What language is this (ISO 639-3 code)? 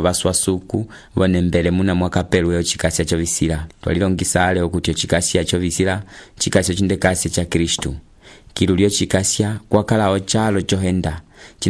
umb